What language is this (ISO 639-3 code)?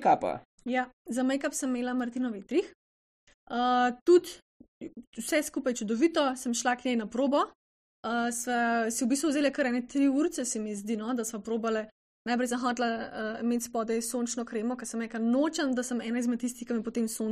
slv